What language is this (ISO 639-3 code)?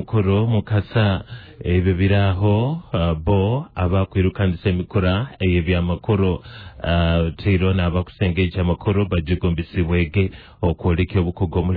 nyo